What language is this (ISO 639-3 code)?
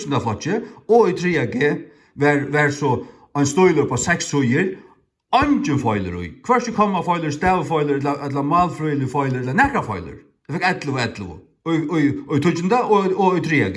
fao